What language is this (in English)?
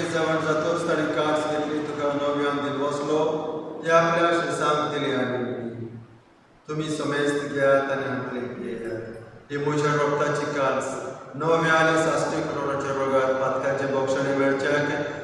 Konkani